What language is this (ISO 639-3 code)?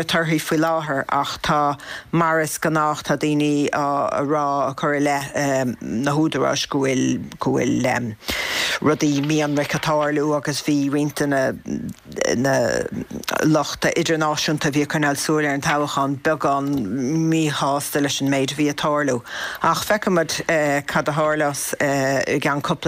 gle